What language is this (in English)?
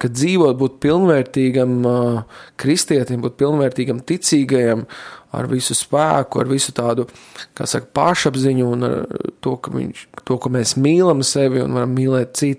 Latvian